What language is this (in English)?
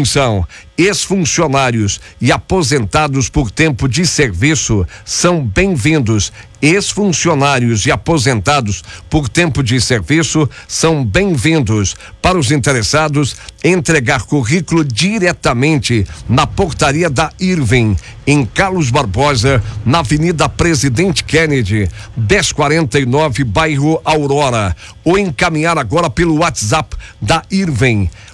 Portuguese